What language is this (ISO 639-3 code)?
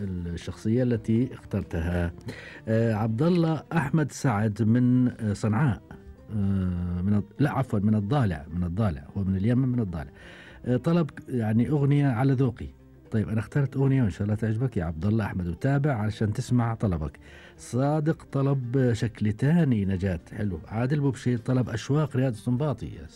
afb